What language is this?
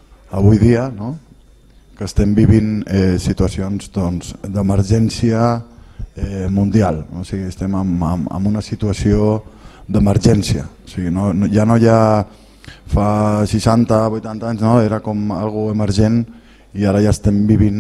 Catalan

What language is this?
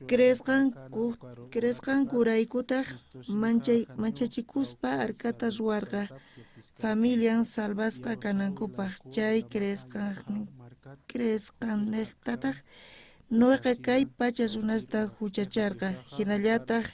South Bolivian Quechua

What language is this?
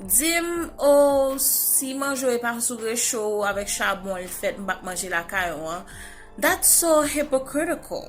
Haitian Creole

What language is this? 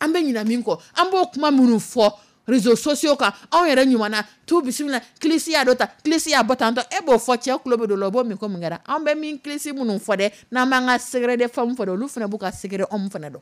Dyula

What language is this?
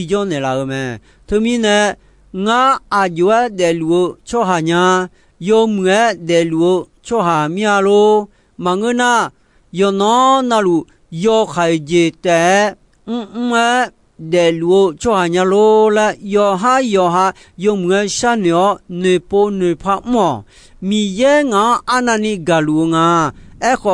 Akha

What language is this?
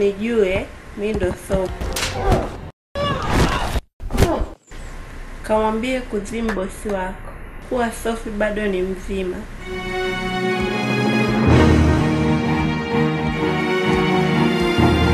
Swahili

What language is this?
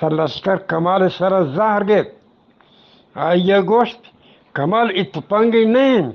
Eastern Balochi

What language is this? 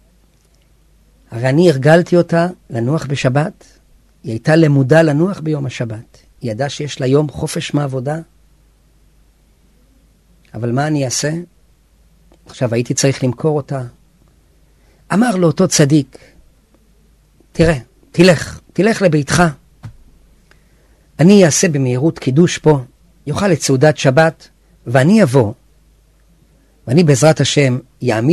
Hebrew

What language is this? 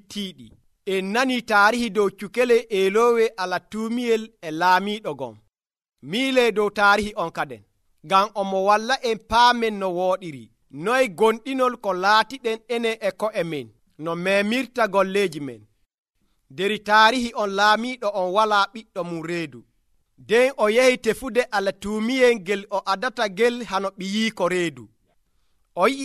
Nigerian Fulfulde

